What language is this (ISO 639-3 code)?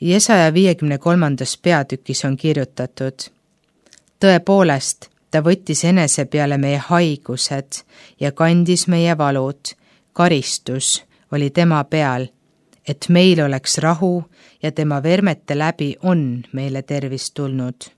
est